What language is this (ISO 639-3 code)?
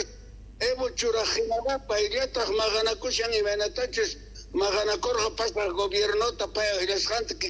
quh